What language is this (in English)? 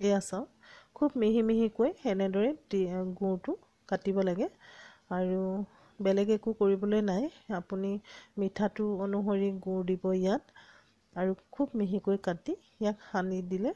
Assamese